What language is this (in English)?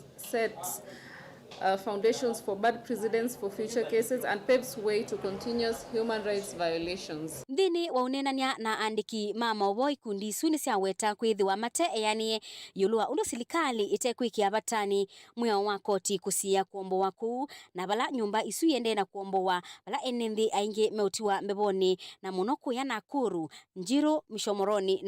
Kamba